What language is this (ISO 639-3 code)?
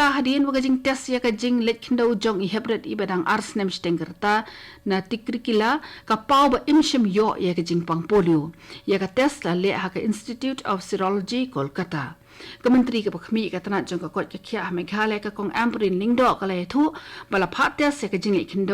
kha